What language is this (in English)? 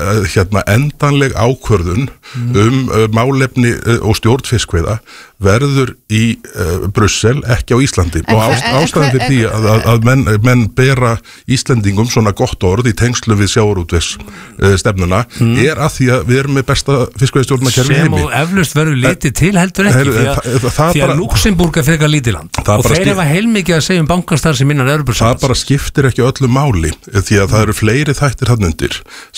Icelandic